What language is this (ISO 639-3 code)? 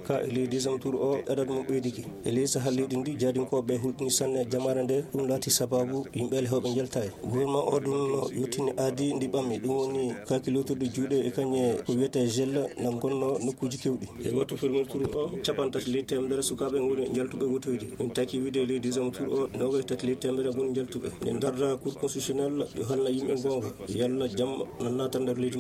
ful